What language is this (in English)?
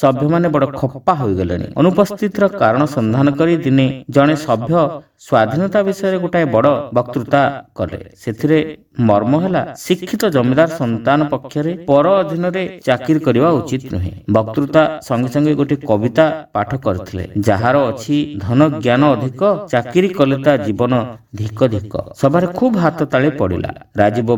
Odia